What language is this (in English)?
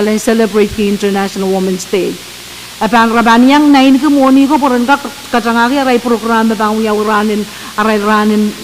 Pohnpeian